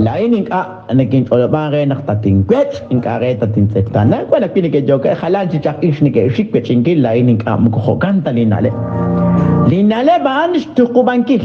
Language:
Kekchí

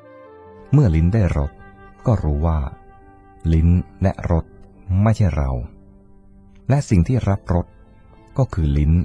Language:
Thai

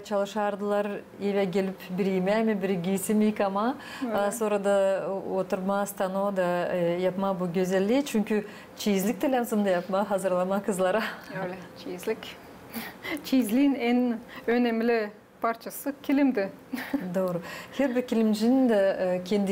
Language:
Gagauz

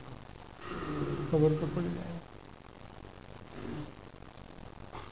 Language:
Gujarati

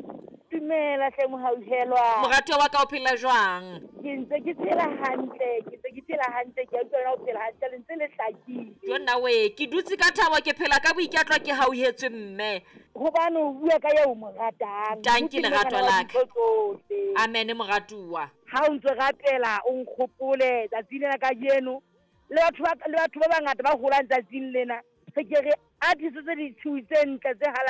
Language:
Southern Sotho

